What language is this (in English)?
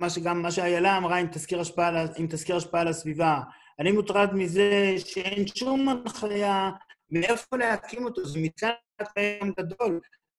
Hebrew